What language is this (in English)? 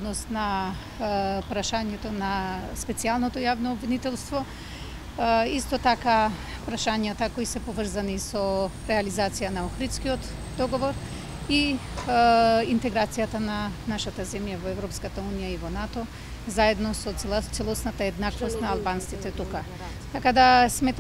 Macedonian